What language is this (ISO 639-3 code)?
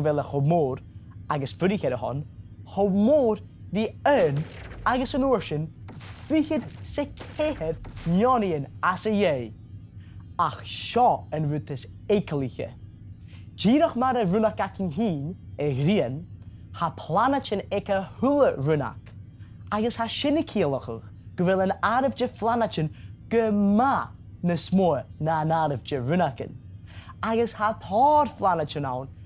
gla